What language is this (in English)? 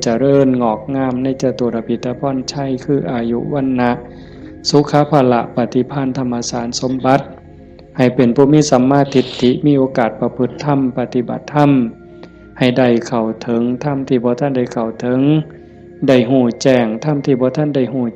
Lao